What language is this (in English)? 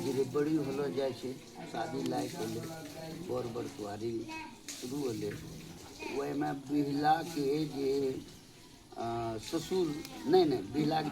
Angika